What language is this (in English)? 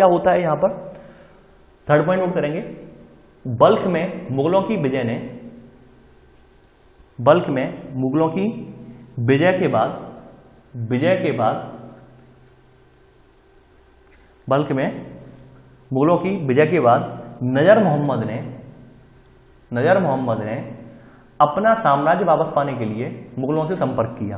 Hindi